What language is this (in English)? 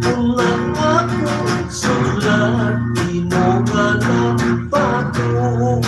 Hiligaynon